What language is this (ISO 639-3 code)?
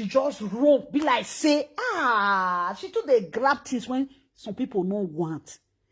pcm